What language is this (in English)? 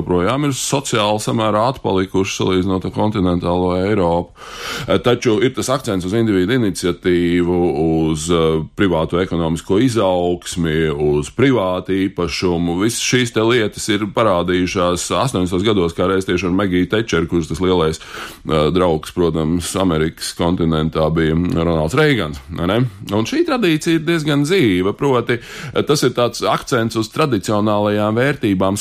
Latvian